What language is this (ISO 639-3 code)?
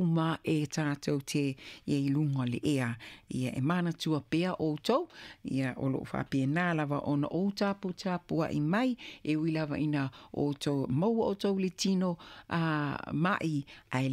smo